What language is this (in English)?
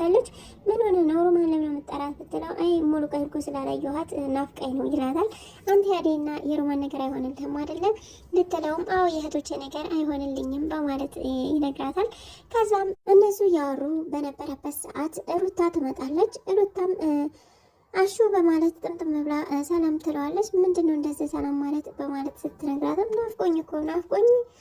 Amharic